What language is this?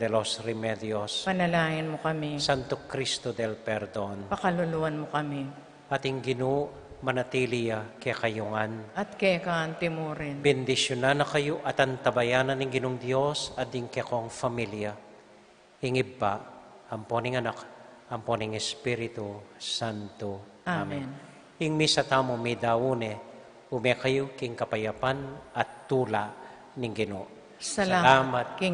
Pampanga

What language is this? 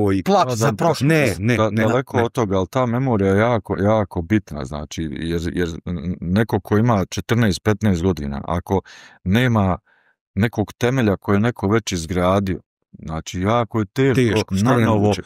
Bosnian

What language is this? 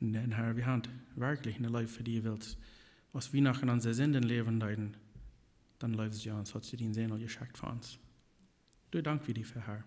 Plautdietsch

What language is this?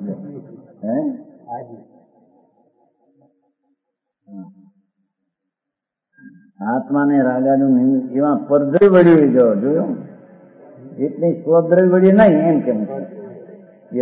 Gujarati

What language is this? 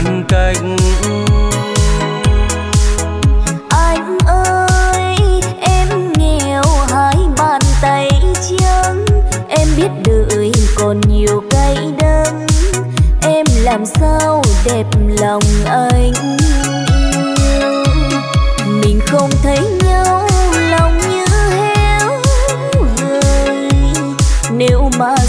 Vietnamese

